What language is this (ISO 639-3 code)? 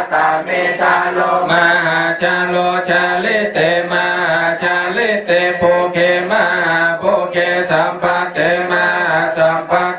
pli